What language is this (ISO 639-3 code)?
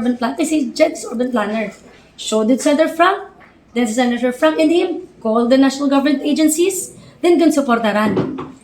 hil